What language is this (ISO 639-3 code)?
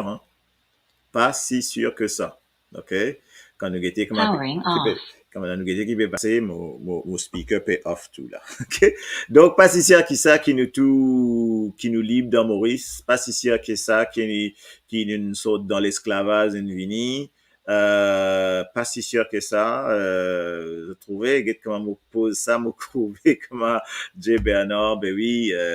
mfe